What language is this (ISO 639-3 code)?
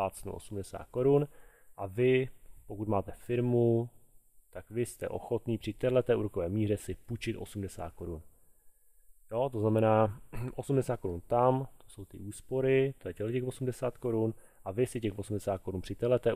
ces